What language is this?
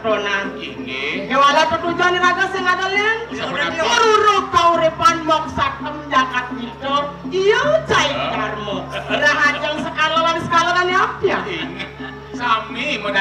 Balinese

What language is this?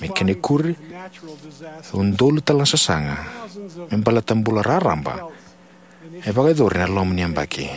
Fijian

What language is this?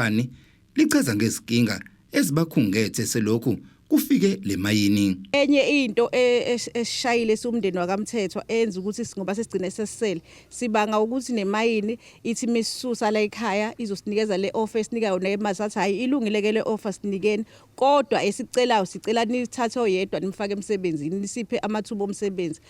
Zulu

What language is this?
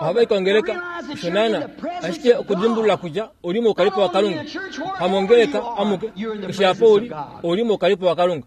Kuanyama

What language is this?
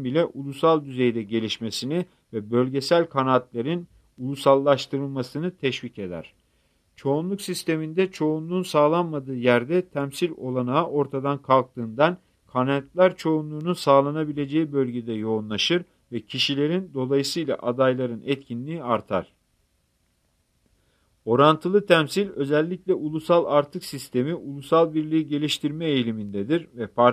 Turkish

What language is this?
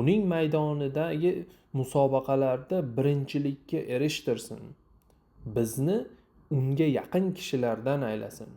Uzbek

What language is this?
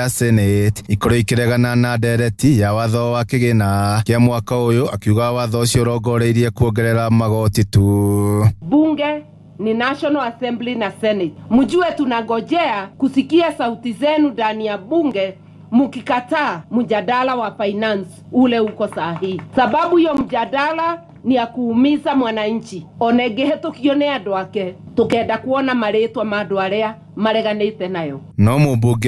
Kikuyu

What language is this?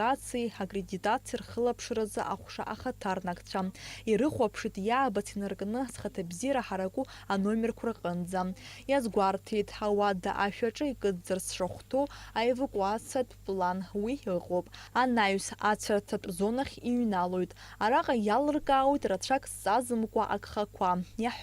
Abkhazian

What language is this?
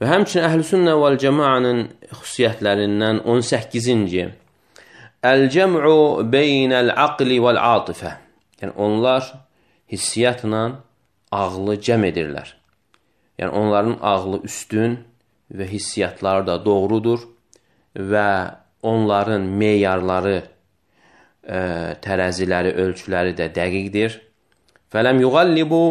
Azerbaijani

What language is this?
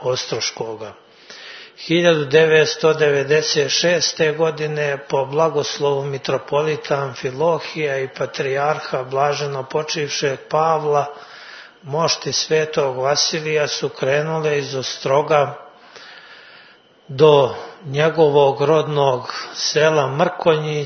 Serbian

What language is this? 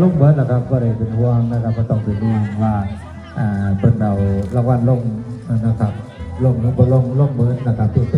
Northeastern Thai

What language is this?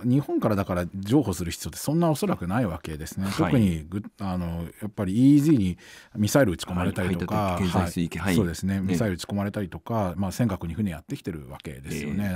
Japanese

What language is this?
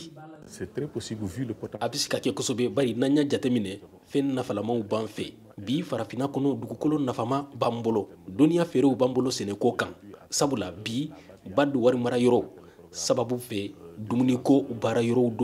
Bambara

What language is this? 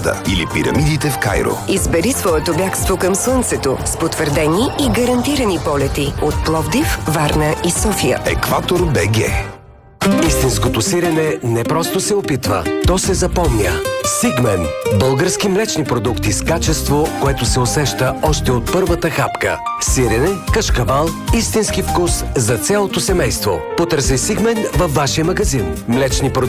Bulgarian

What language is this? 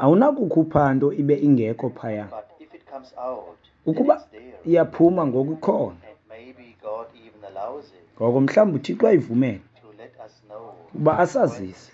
Xhosa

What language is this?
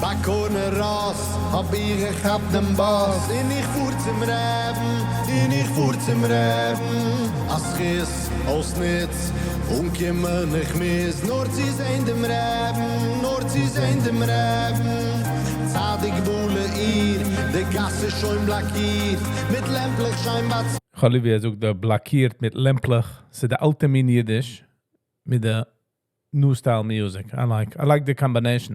Yiddish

